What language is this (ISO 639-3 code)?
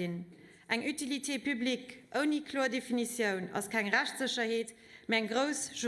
ltz